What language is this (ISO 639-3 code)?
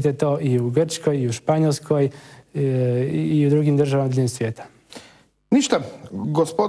hrv